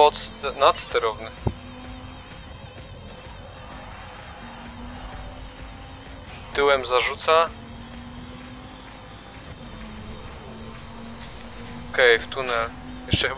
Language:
Polish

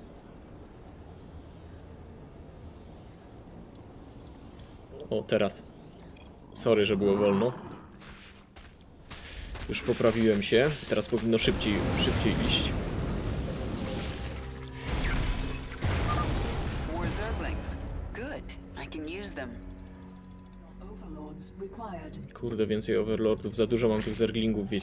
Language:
Polish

